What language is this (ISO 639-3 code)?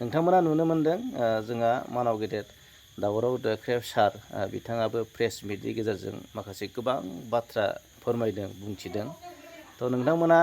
brx